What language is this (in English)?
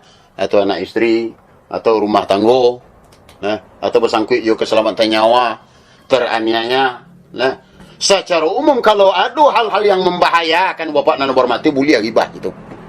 Minangkabau